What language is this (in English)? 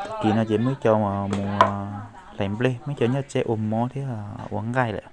Hmong